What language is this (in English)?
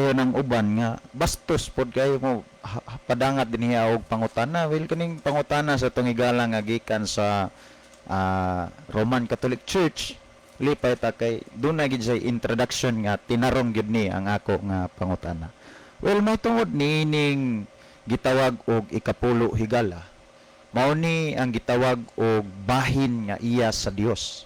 Cebuano